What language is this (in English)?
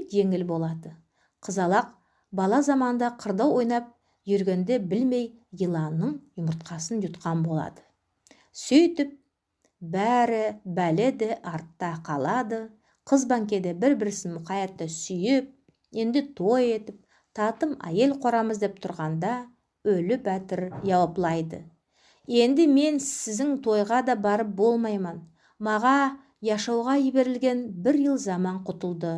Nogai